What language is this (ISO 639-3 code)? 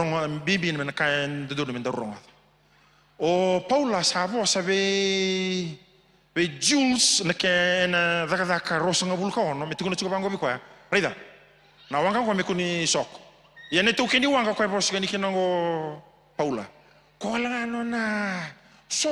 fij